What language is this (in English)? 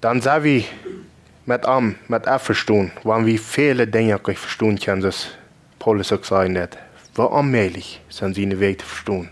Plautdietsch